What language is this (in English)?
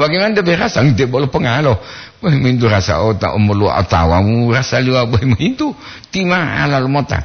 Gorontalo